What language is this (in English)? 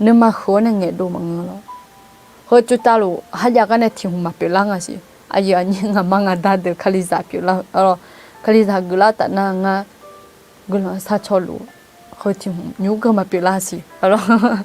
Akha